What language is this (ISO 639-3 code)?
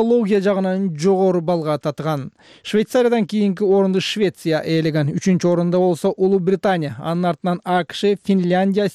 kir